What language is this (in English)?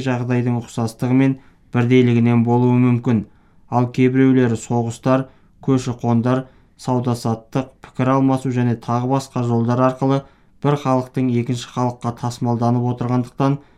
Kazakh